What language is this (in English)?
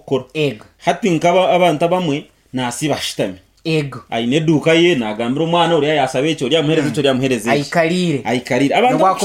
Nyankole